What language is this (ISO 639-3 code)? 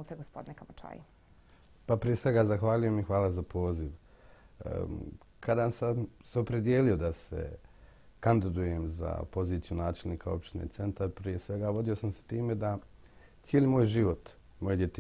bos